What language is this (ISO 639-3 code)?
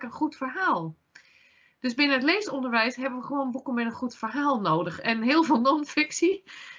nld